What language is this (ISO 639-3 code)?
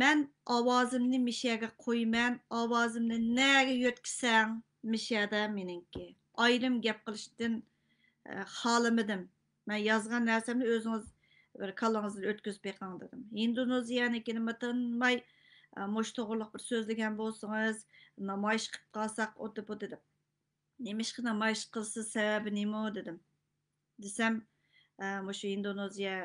uig